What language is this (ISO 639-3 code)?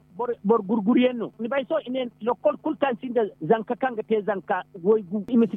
dje